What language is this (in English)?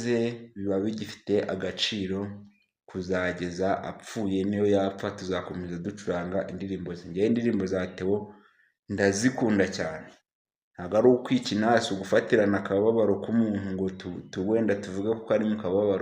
Kinyarwanda